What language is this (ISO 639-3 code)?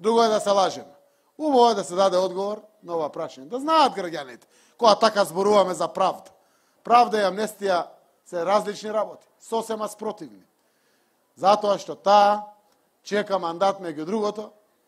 mkd